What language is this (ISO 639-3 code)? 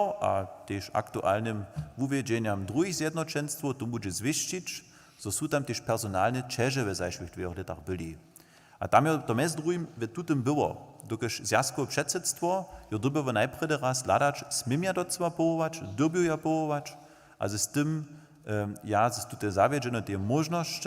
hsb